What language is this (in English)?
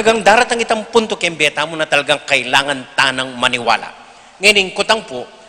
Pampanga